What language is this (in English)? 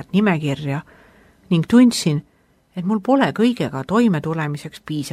Estonian